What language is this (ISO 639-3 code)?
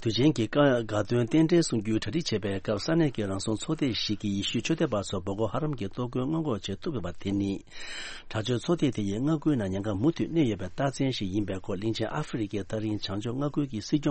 bod